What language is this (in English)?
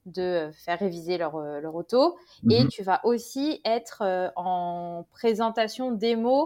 French